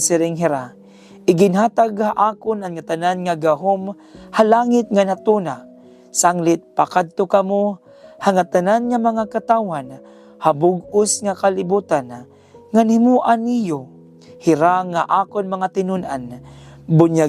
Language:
Waray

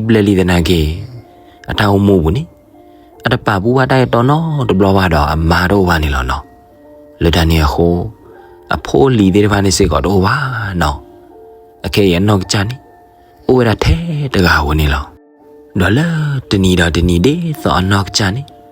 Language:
S'gaw Karen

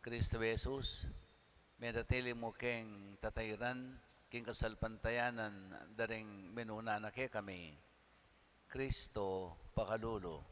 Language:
Pampanga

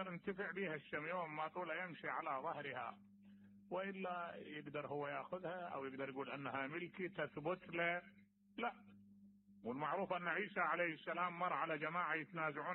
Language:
Mesopotamian Arabic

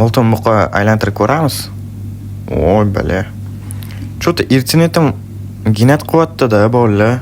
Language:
Uzbek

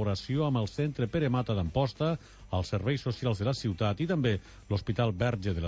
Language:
Catalan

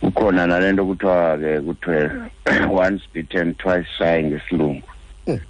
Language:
Xhosa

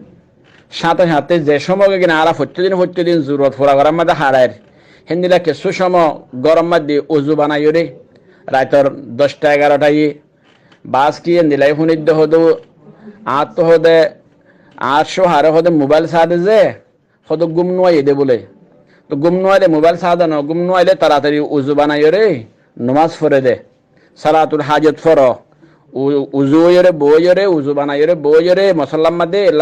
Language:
Rohingya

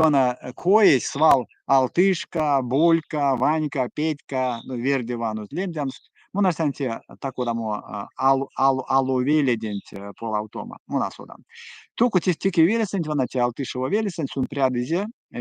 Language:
Erzya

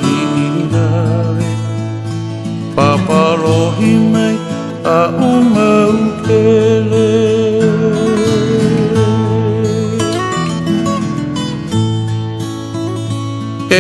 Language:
Hawaiian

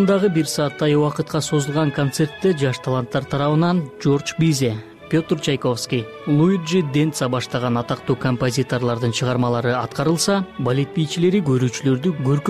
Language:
Kyrgyz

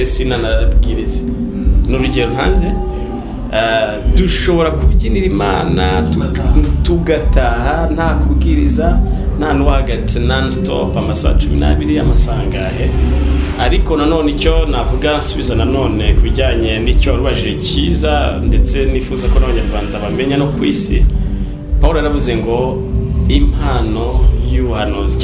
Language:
Kinyarwanda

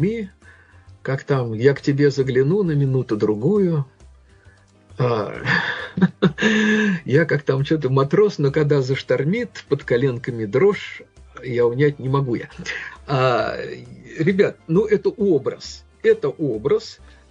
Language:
Russian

